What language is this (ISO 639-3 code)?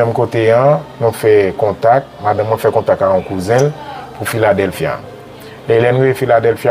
hat